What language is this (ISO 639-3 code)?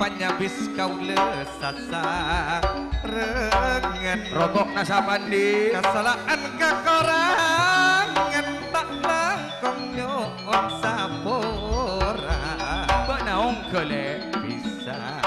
mad